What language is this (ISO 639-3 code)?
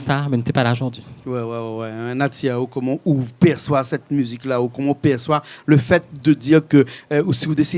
rcf